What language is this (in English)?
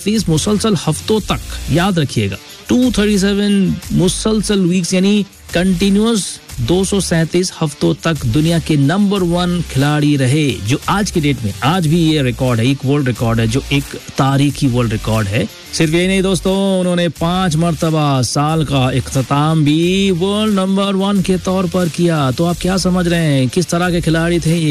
Hindi